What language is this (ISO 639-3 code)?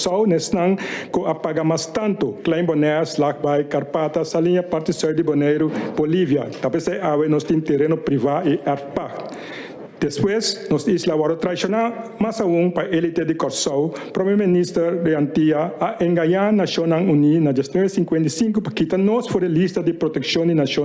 pap